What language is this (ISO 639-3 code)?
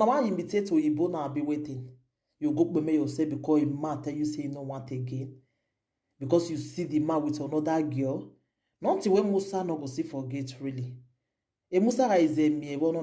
pcm